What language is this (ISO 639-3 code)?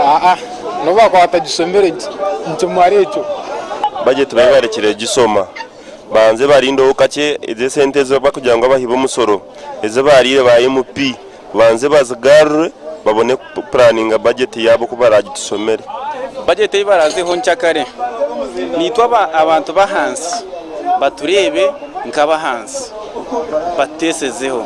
nyn